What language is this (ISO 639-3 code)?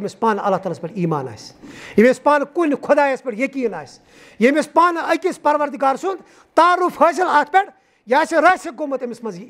kas